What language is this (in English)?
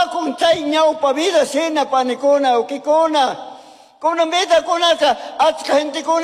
Chimborazo Highland Quichua